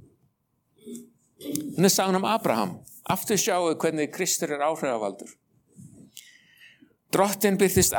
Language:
Icelandic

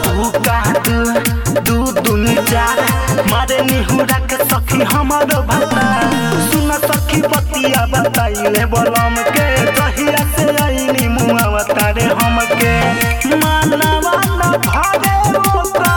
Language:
Bhojpuri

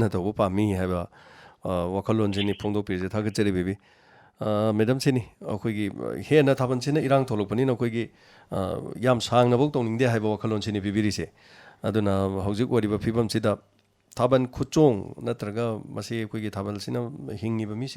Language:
Manipuri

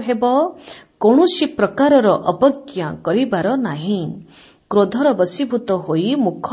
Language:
Odia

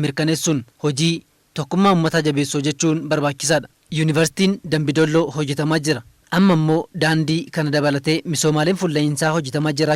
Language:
Oromo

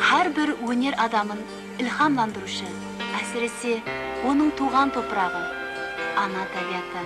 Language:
Kara-Kalpak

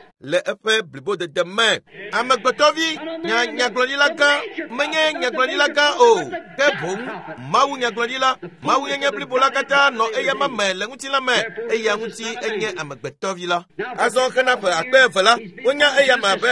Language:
Ewe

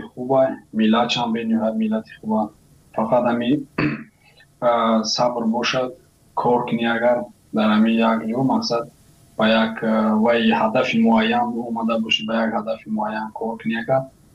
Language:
Tajik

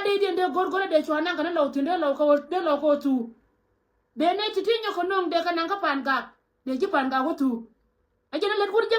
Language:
Nuer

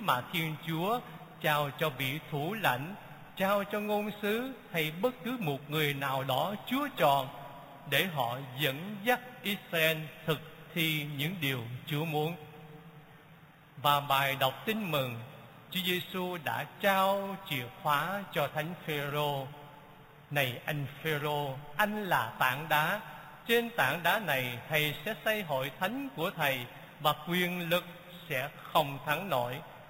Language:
Vietnamese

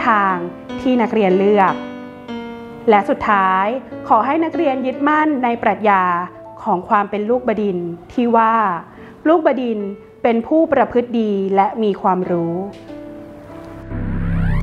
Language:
Thai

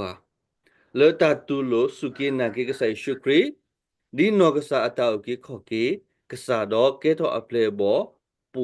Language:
S'gaw Karen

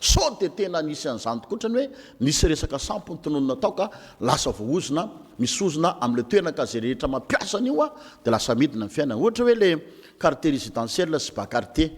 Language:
Malagasy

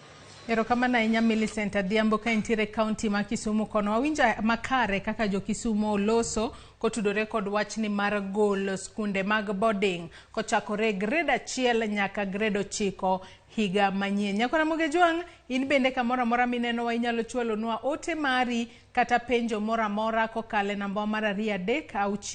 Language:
Luo (Kenya and Tanzania)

